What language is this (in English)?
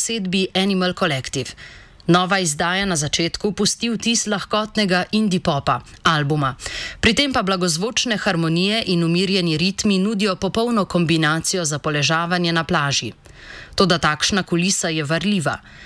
Slovenian